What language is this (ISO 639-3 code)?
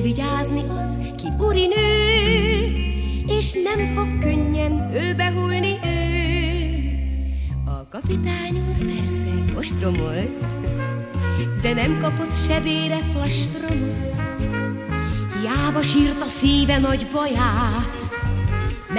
hun